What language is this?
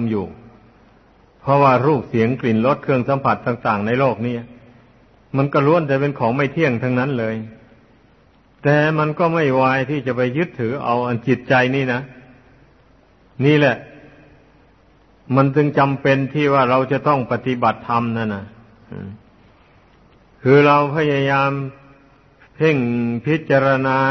Thai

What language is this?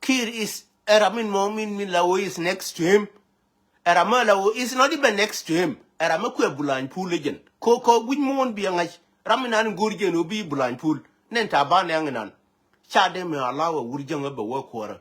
Nuer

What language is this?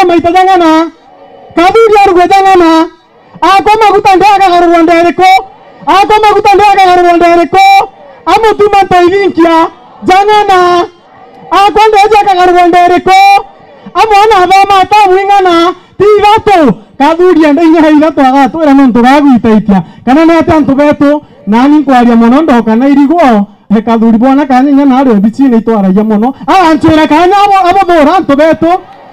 Meru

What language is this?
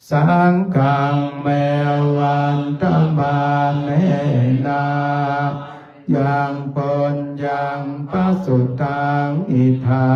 Pali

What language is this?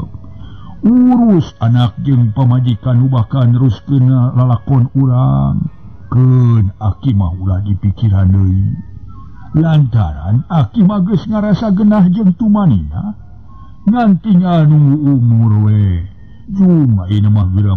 Sundanese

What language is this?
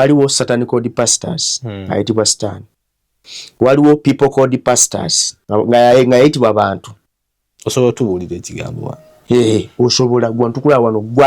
Ganda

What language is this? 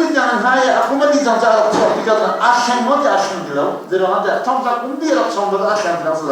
Hakha Chin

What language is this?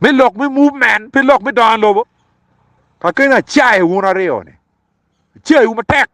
Acoli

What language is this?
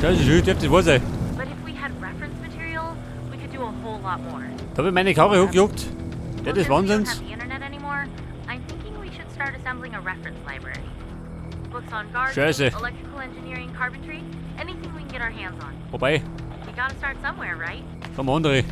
Bavarian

